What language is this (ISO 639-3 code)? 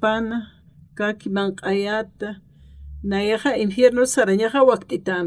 aym